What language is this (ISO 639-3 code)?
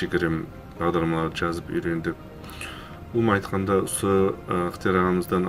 kaa